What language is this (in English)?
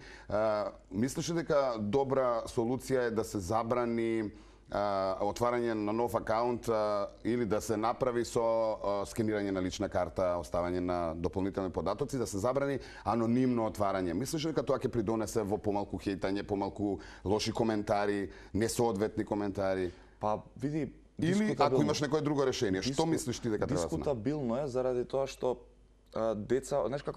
Macedonian